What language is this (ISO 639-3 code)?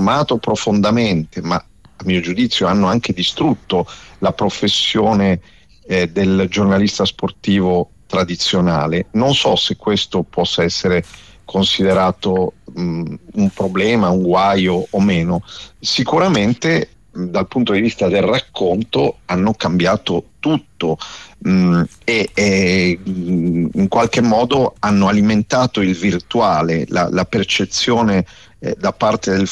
ita